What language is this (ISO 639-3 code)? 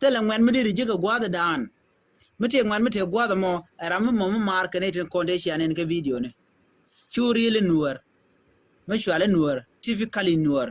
nus